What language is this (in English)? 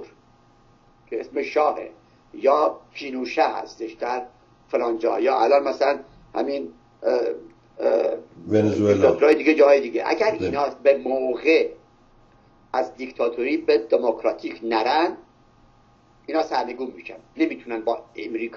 Persian